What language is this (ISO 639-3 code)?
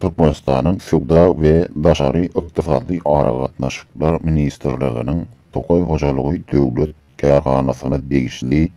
tuk